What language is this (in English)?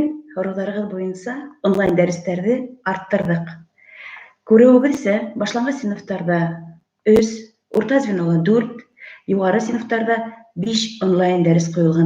Bashkir